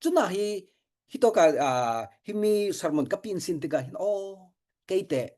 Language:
Falam Chin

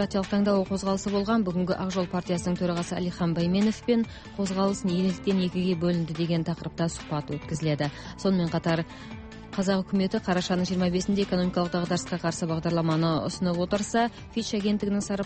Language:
Kazakh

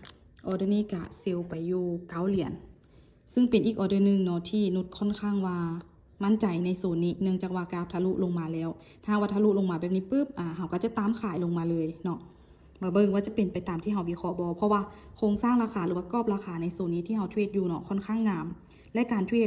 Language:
Lao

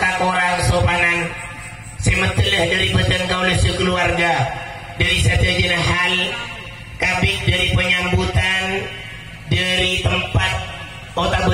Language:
Madurese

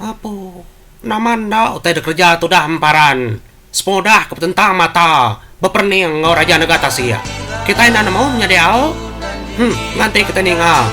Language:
Iban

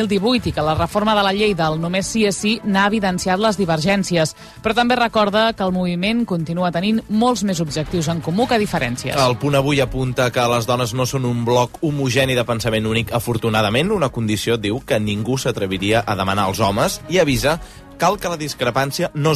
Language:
Catalan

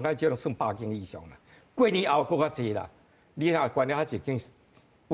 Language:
Min Nan Chinese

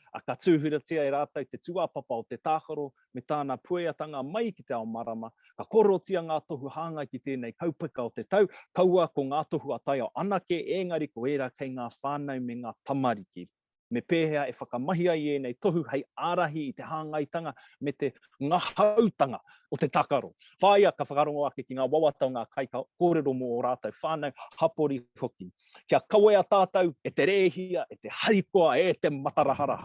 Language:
Māori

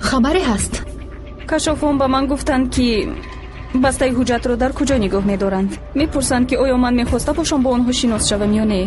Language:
Tajik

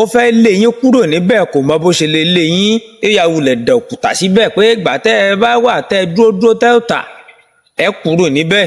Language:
Yoruba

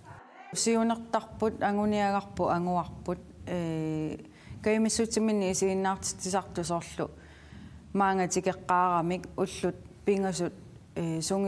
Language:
Kalaallisut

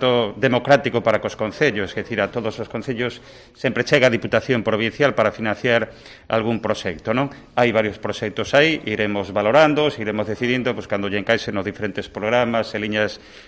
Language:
Galician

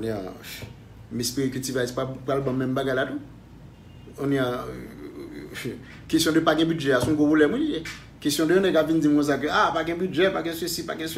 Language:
Haitian Creole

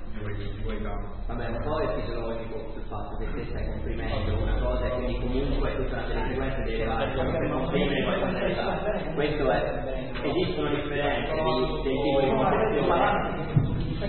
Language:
Italian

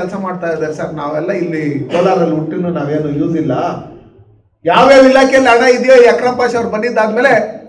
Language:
Kannada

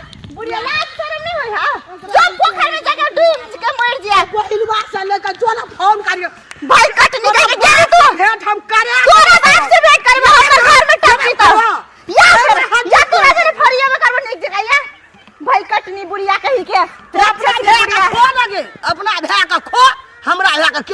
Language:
Maithili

